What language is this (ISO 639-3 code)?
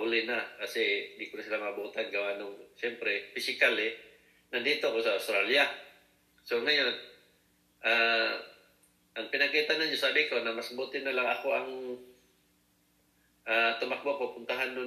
fil